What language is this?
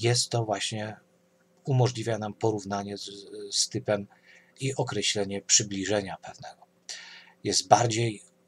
Polish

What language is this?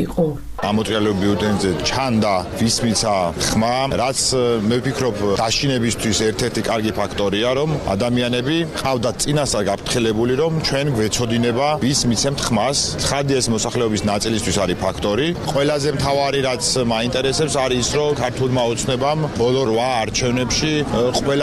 Georgian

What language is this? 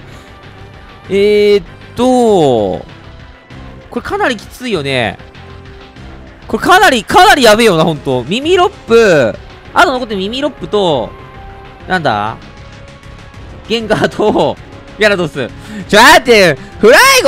Japanese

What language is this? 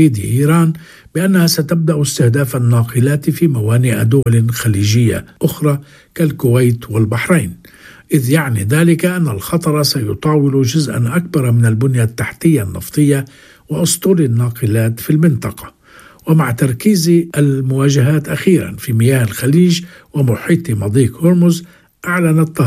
Arabic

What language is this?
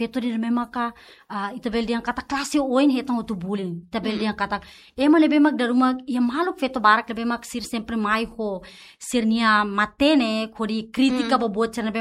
Tetum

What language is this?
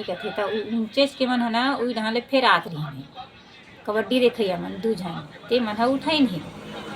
Chhattisgarhi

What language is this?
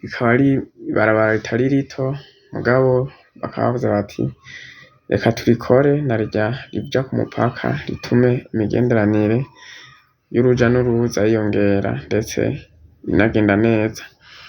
Rundi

